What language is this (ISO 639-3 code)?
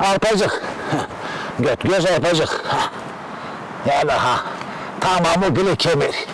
zza